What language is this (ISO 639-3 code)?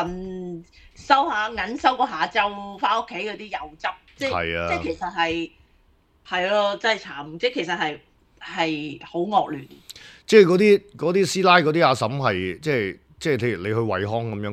yue